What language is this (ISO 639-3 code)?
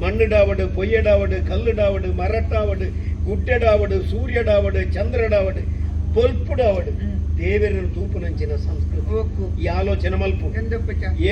tcy